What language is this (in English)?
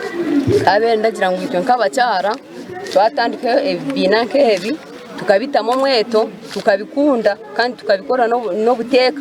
Nyankole